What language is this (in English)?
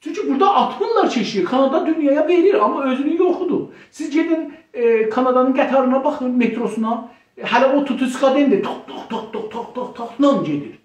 South Azerbaijani